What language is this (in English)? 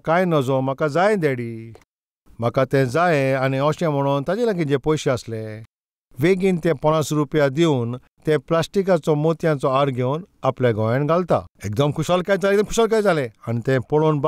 Konkani